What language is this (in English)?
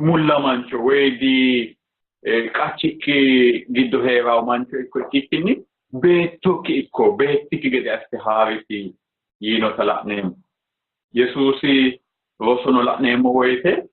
Sidamo